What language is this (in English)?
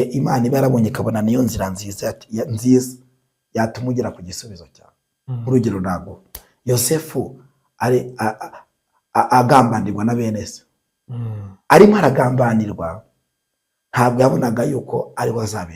Kinyarwanda